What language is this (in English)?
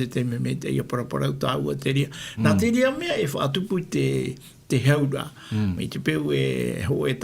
Tahitian